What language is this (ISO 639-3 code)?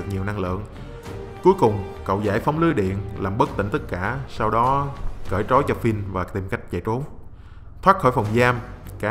vie